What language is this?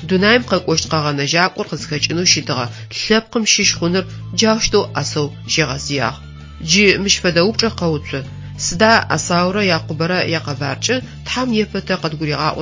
Adyghe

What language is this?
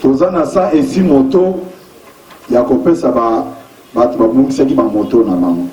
Lingala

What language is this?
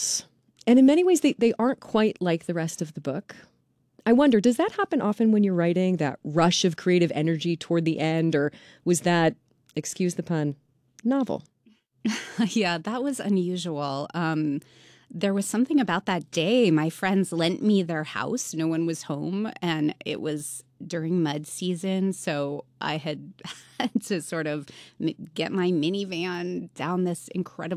English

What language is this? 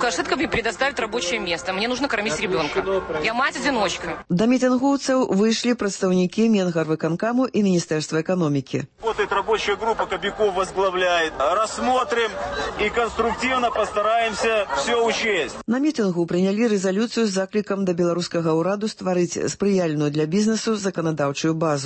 Belarusian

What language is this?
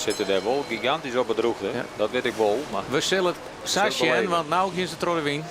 Western Frisian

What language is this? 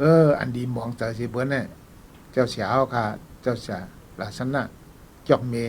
Shan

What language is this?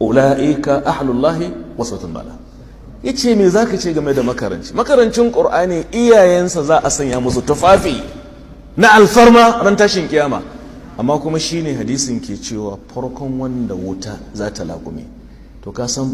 Hausa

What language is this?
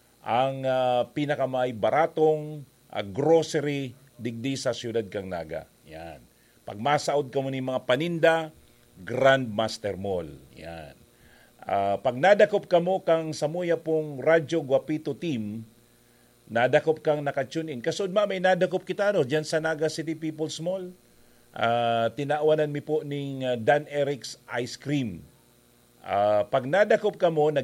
Bikol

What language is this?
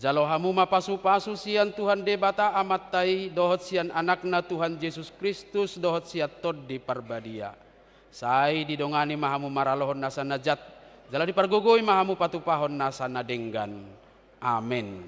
Batak Toba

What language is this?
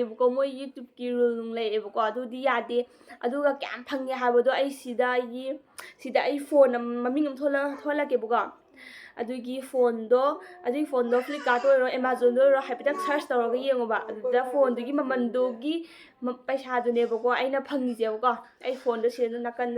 Manipuri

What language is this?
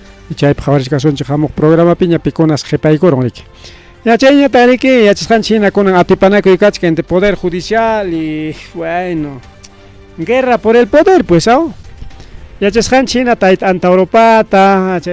Ayacucho Quechua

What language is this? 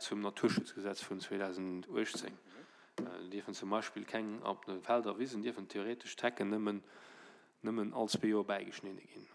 Luxembourgish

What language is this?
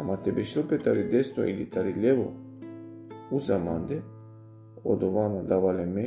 Balkan Romani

